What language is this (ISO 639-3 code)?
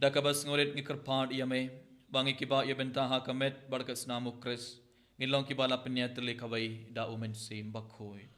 kha